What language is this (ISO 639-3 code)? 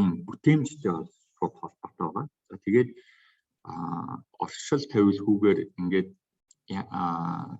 mon